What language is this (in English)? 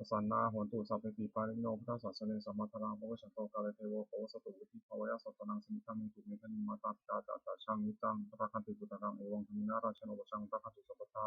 Pali